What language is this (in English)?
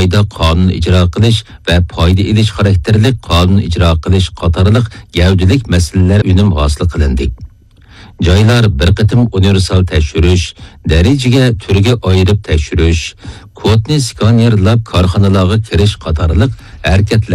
Uyghur